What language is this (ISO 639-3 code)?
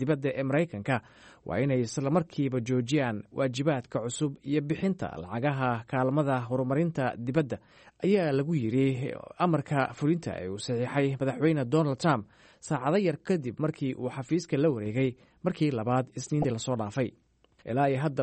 som